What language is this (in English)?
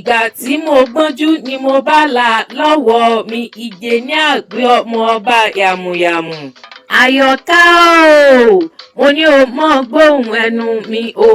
Yoruba